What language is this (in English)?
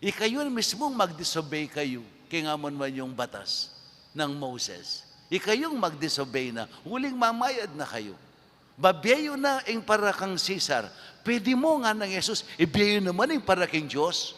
Pampanga